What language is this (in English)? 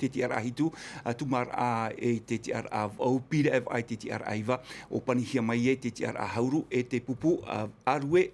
Tahitian